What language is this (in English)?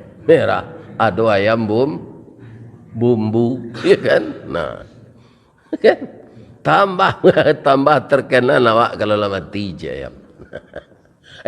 Minangkabau